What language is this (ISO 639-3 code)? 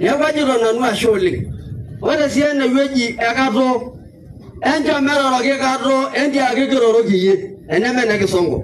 mas